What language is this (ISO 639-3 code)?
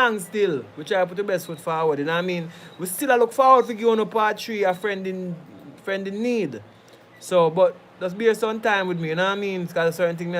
jam